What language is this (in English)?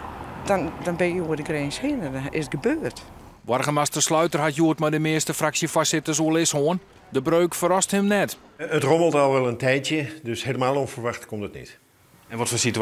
Western Frisian